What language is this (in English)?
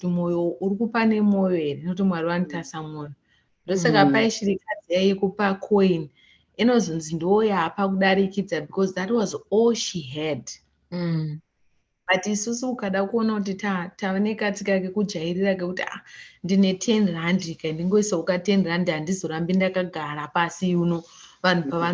Shona